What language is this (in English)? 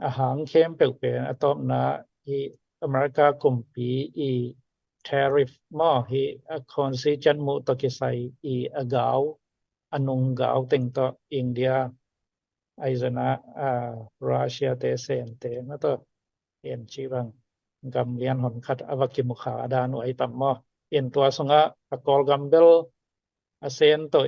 Tedim Chin